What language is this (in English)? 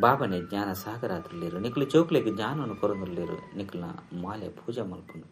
Tulu